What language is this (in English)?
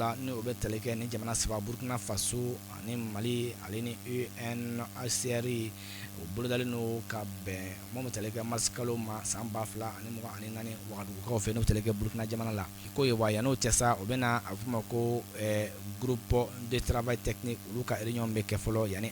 Bambara